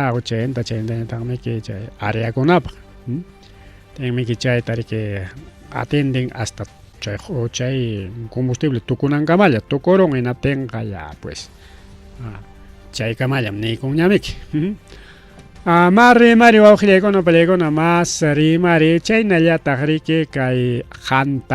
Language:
Ayacucho Quechua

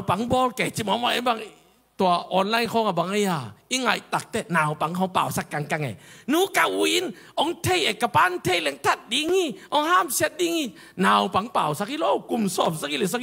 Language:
Tedim Chin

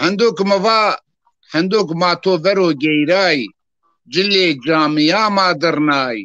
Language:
Zaza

